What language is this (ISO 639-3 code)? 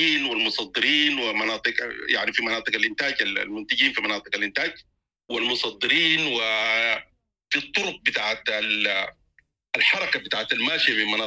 apd